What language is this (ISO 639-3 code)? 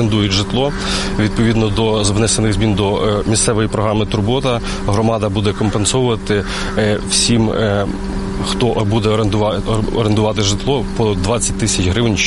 ukr